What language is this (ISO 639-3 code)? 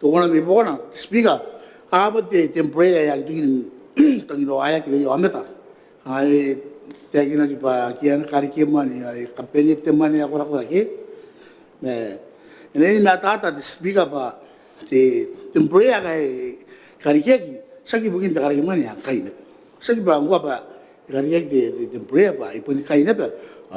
gil